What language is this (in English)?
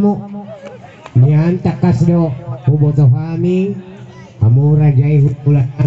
Batak Toba